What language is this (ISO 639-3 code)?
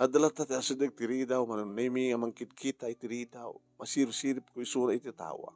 ilo